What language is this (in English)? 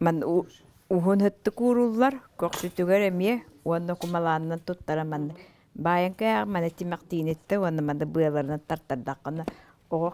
Yakut